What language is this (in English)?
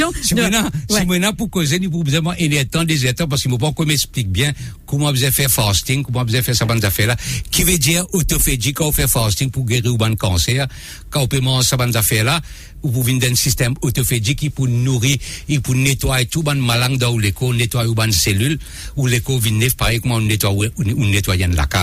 Morisyen